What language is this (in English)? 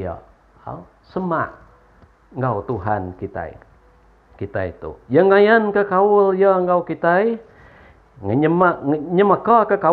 Iban